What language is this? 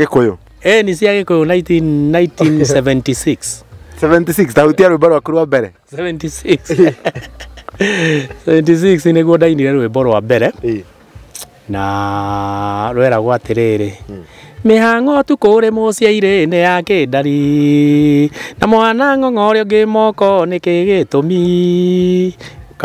Kikuyu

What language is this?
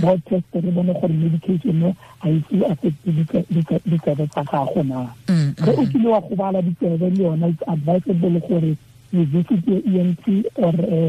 Tswana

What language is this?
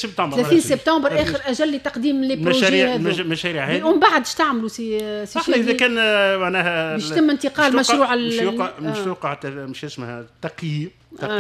Tunisian Arabic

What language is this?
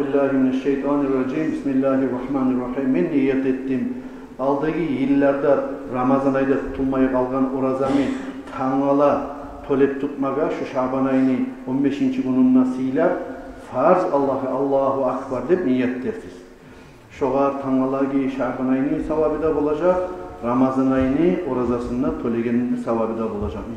Kumyk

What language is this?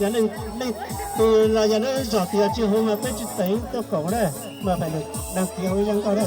Hmong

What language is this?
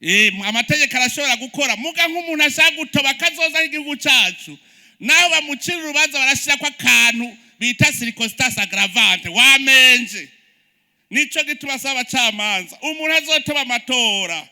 Rundi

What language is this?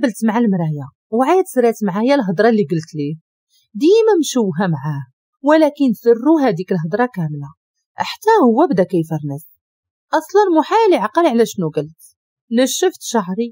Moroccan Arabic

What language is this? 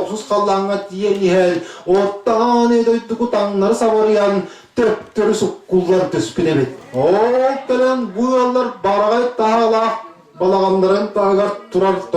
Yakut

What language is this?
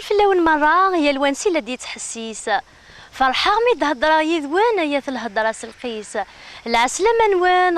Kabyle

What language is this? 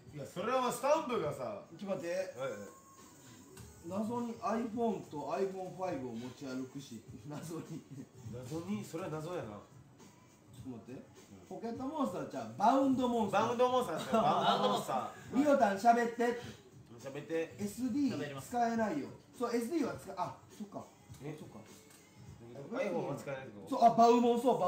Japanese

